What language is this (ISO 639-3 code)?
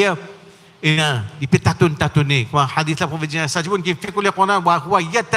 mfe